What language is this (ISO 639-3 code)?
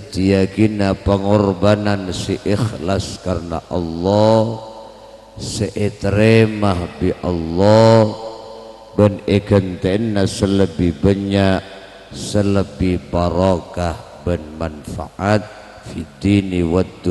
mad